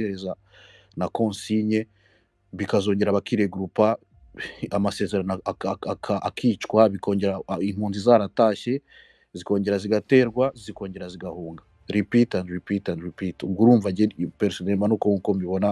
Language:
Kinyarwanda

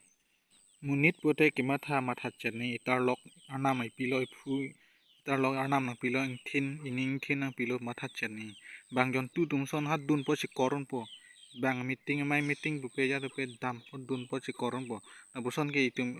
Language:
Karbi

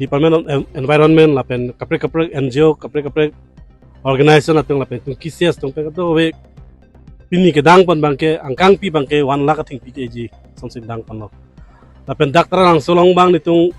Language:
Karbi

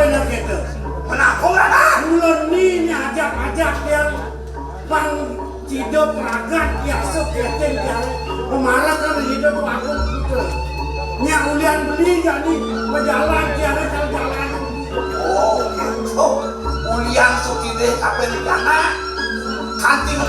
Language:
Balinese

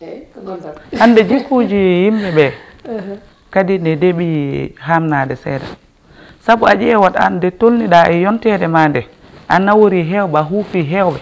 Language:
Fula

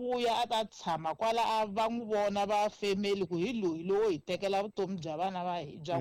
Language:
Tsonga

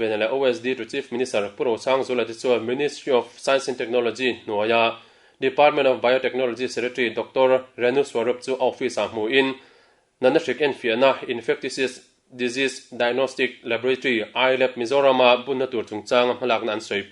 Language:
Mizo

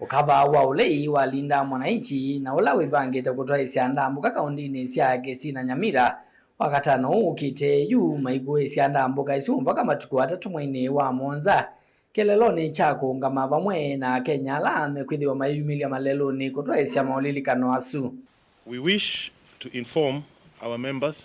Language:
Kamba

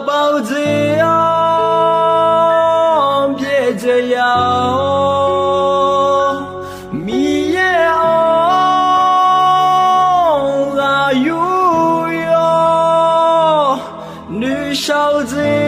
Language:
Akha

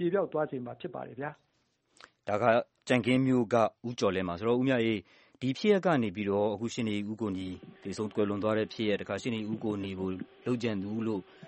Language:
Burmese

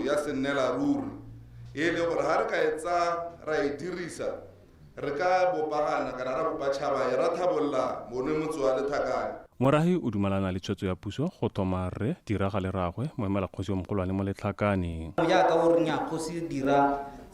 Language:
Tswana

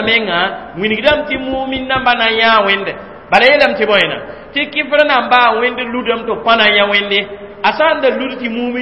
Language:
Mossi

